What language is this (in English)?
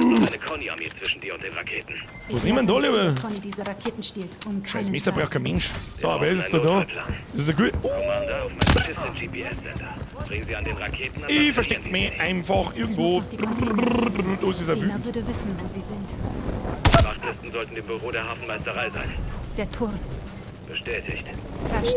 Bavarian